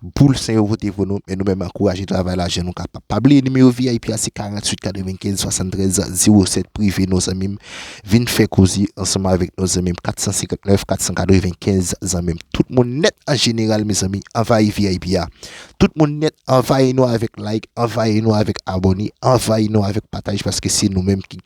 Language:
Haitian Creole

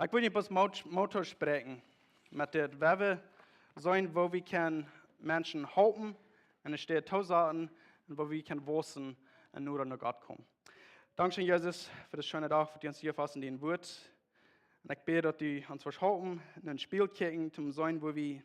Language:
Plautdietsch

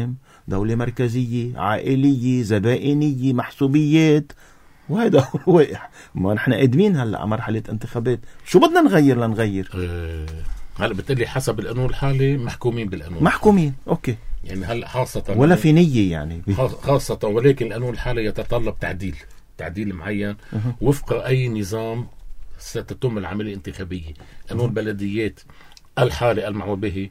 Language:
North Levantine Arabic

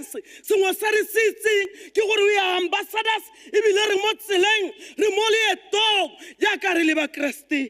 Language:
Tswana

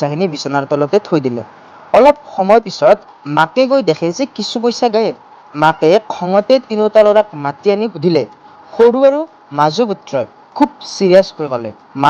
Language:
Assamese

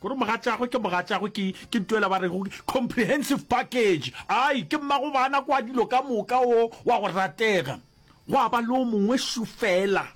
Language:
Northern Sotho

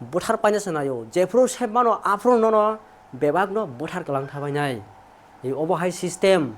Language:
Kok Borok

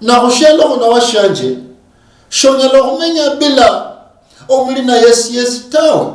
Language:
Luyia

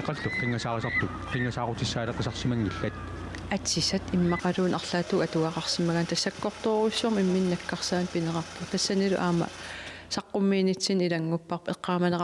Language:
Kalaallisut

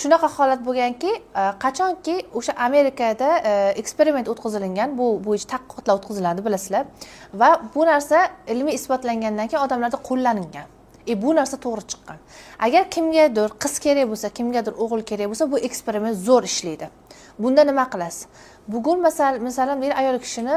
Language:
Uzbek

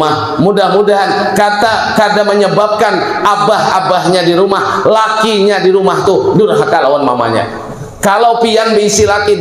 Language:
Banjar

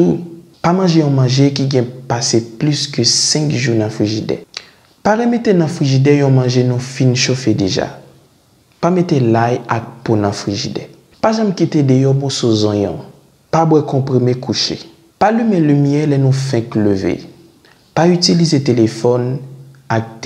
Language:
Haitian Creole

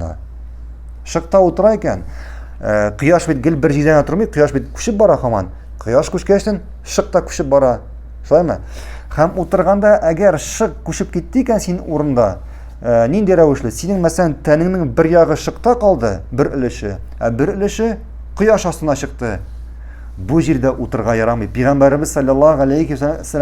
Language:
Tatar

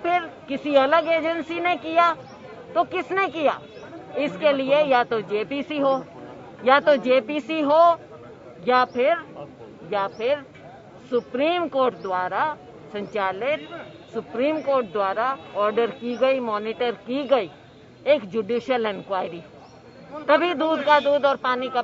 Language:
Hindi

